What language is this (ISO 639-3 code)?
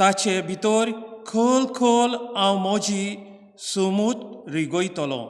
kok